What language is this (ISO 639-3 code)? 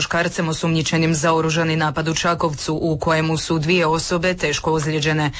hrv